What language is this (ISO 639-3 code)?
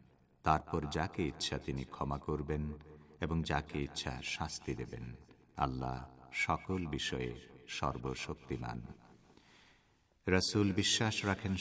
ben